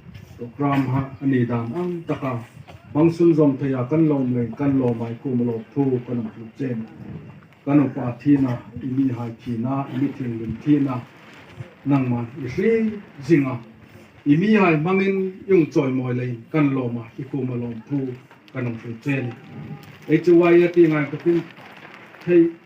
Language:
Hmar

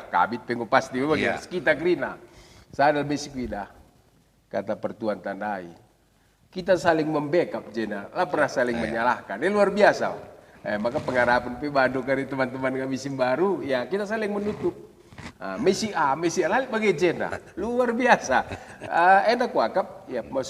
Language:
Batak Karo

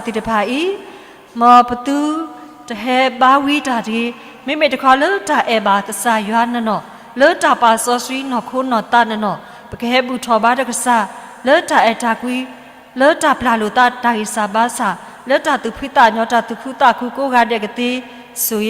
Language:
S'gaw Karen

